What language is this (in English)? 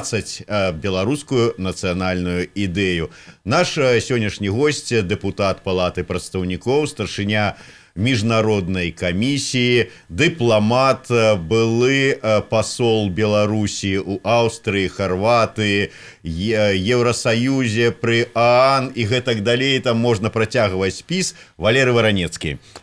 Belarusian